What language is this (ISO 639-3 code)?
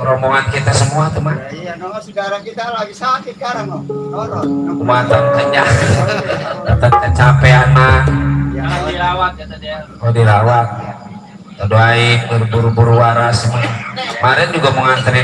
bew